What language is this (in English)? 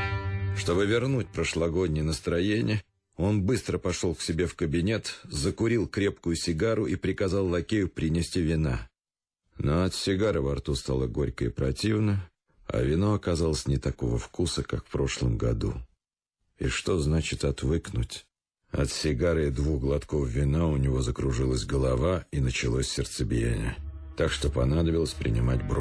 Russian